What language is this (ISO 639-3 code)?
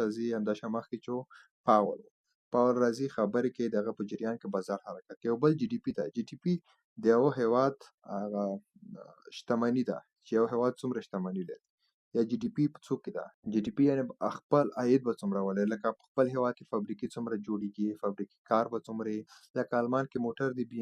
pus